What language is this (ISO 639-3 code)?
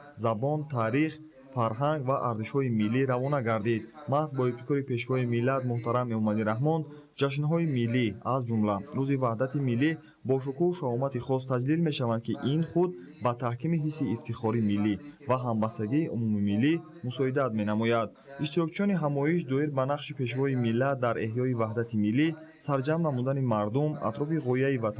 tgk